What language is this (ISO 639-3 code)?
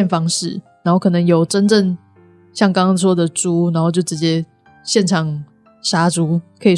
zho